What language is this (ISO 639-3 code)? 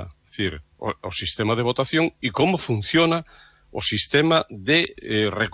glg